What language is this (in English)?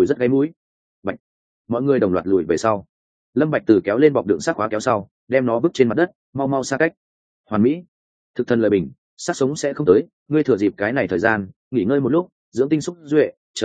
Vietnamese